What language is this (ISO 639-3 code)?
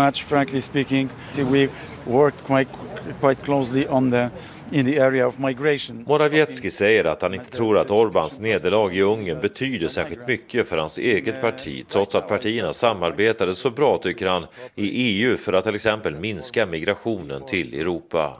swe